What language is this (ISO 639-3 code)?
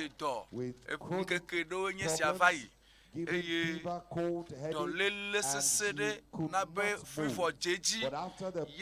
ewe